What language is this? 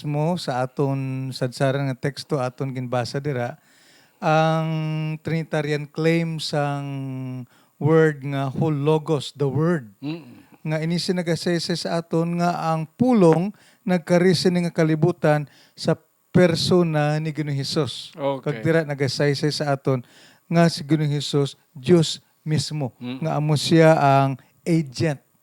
Hiligaynon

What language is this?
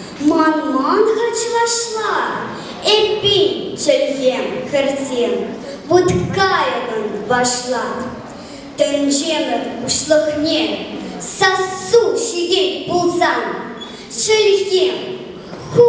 Chuvash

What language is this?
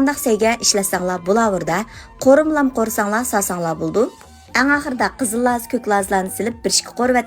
Uyghur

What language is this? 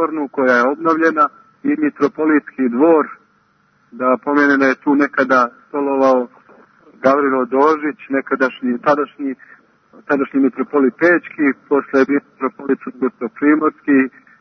Serbian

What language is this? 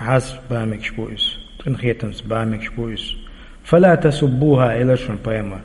Chechen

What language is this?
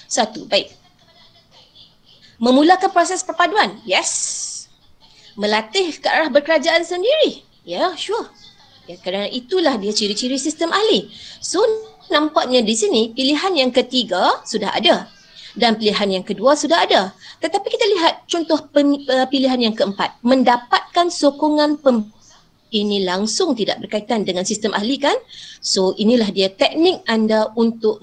Malay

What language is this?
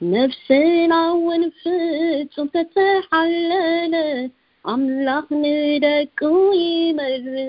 Tigrinya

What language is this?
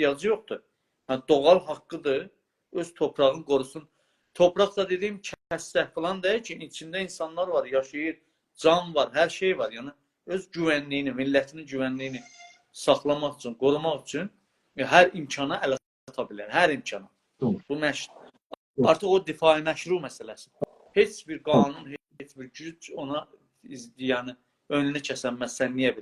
South Azerbaijani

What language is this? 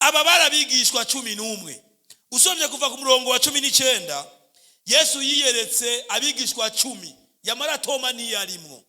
Rundi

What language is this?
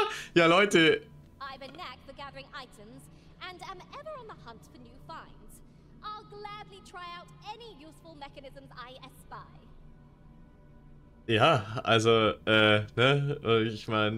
German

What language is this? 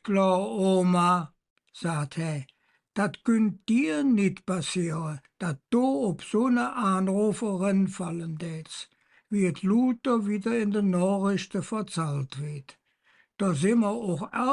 Colognian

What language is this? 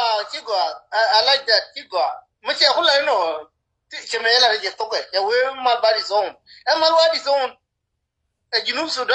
Nuer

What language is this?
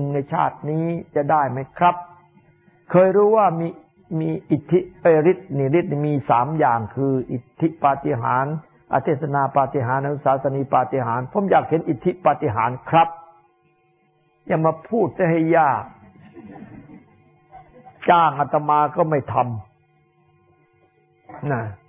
Thai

